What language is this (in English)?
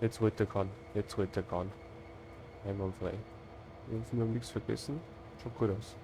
Bavarian